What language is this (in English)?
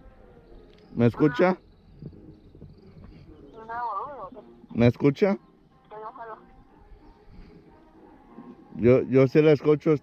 Spanish